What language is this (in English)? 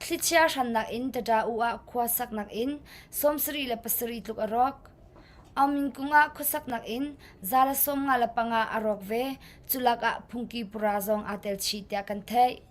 Hakha Chin